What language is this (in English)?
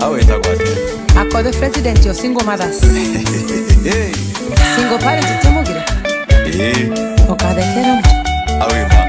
Meru